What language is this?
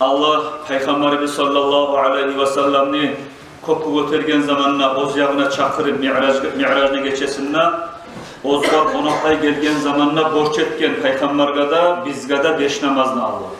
Kumyk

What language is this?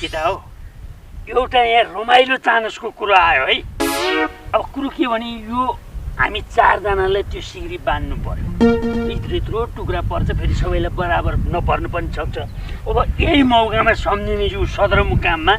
Nepali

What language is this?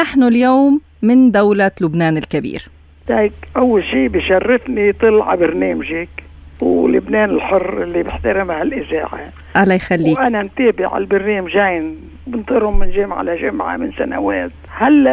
North Levantine Arabic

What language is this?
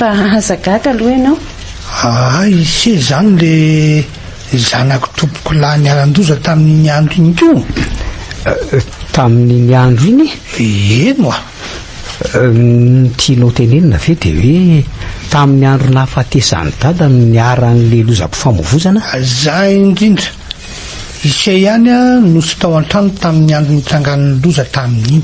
Malagasy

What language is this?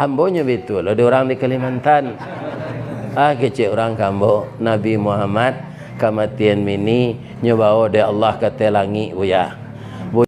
Minangkabau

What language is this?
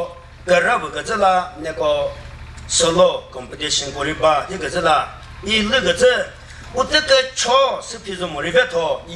Chokri Naga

